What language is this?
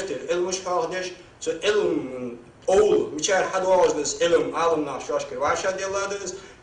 Ingush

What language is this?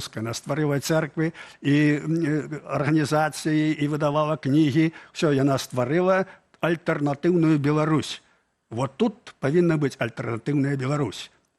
Belarusian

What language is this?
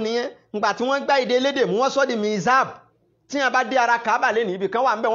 Yoruba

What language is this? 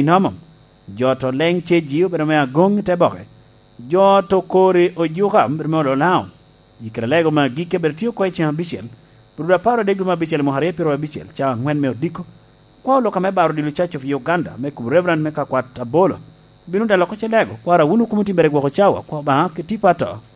Lango (Uganda)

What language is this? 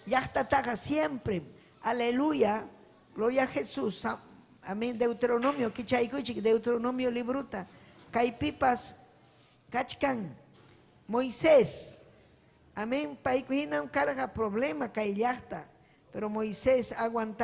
Ayacucho Quechua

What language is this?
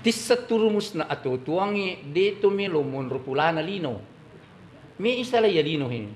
Buginese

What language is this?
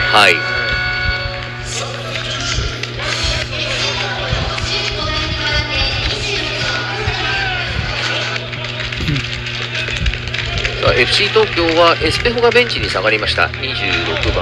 Japanese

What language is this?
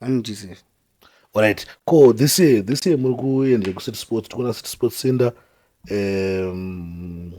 Shona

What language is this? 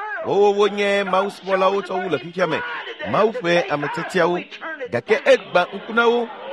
Ewe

